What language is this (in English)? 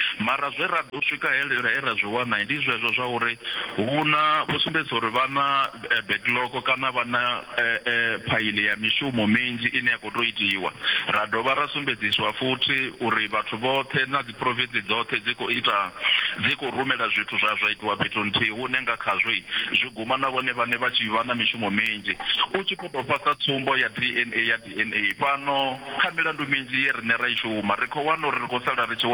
Venda